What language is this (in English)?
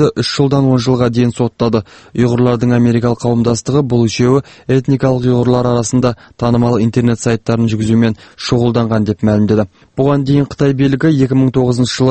Kazakh